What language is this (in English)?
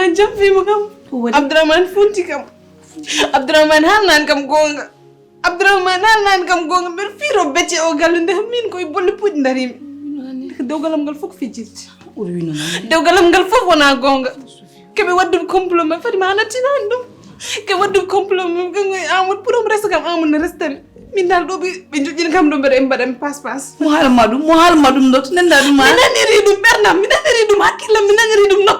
Fula